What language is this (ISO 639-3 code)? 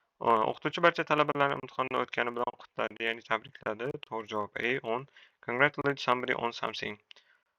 uzb